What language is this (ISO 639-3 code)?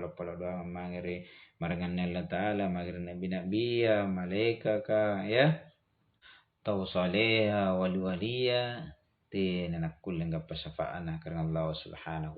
mak